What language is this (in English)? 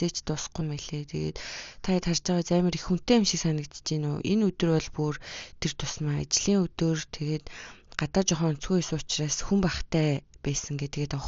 Mongolian